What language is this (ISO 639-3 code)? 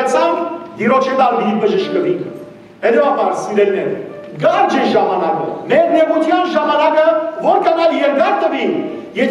hyw